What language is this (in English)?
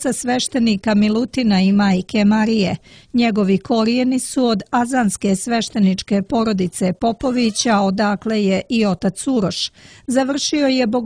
Serbian